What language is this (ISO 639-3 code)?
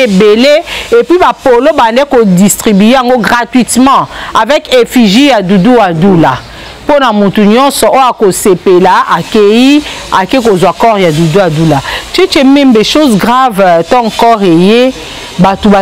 lin